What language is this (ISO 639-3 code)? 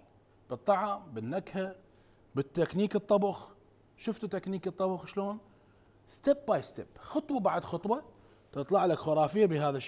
acm